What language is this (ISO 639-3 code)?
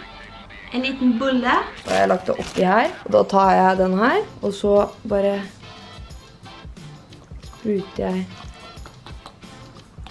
nor